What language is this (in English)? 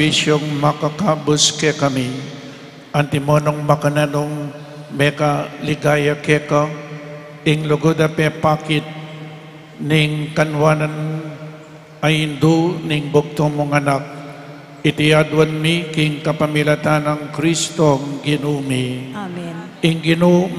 Pampanga